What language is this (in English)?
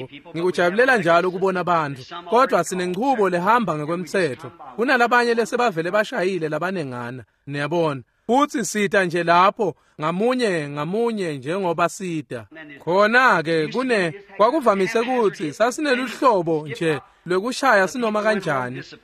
Swati